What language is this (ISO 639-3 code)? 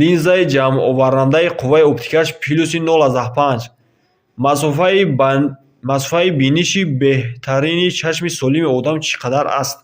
tgk